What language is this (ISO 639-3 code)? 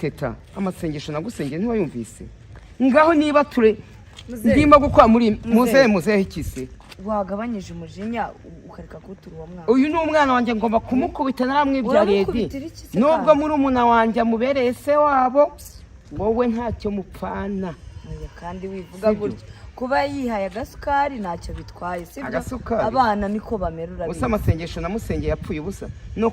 kin